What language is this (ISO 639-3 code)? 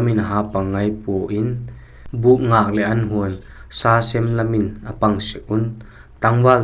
vap